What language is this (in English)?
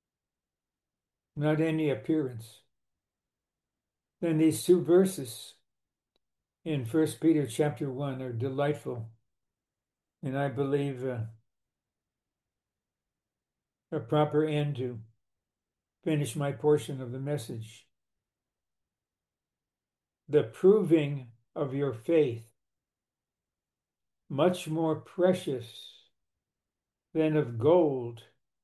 English